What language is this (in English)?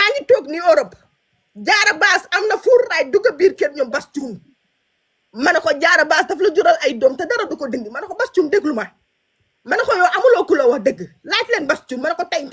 Wolof